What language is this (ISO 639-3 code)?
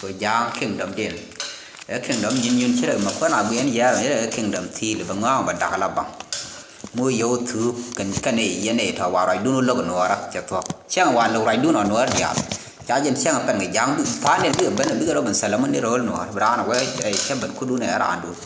nus